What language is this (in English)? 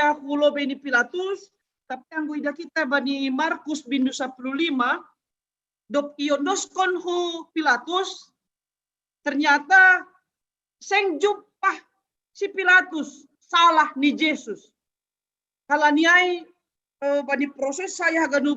Batak Simalungun